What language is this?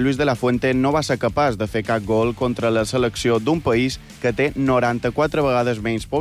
Catalan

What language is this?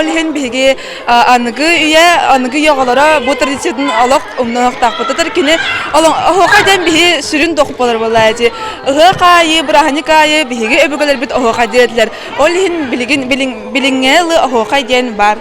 Yakut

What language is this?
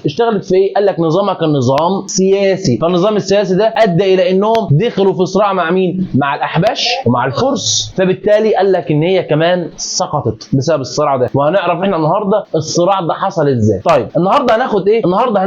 Egyptian Arabic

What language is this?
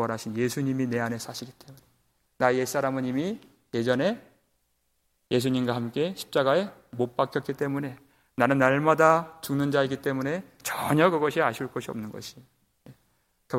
Korean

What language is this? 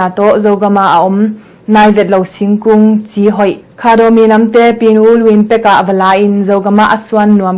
Tedim Chin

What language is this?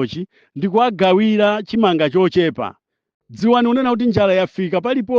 Nyanja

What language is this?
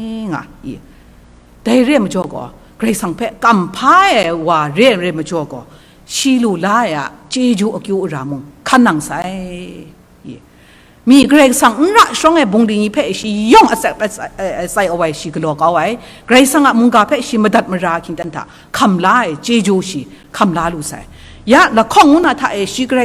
Kachin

